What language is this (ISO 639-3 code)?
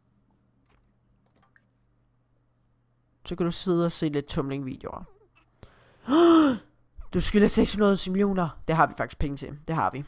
dan